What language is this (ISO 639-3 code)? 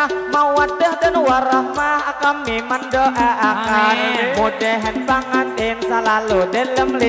bjn